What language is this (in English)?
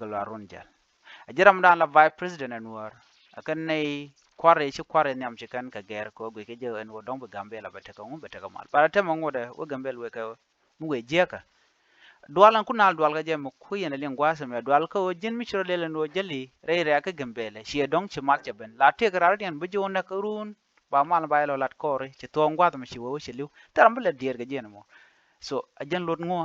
Nuer